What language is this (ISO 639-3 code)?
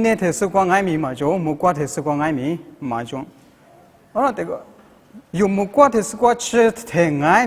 lis